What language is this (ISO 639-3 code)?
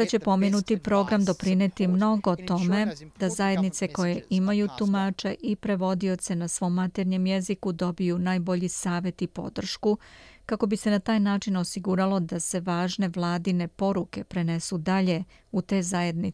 srp